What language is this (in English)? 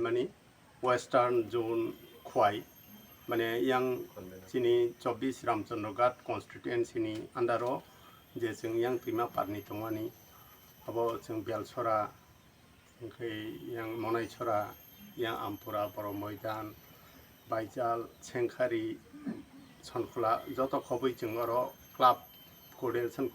Kok Borok